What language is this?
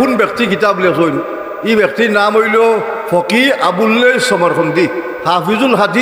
Sylheti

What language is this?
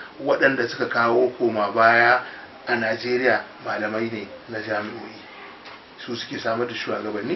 Hausa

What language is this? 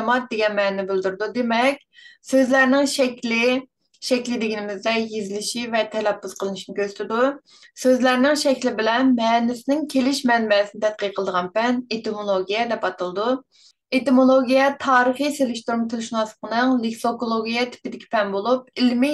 Uyghur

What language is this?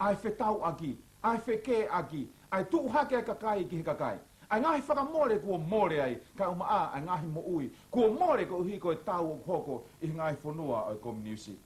Tongan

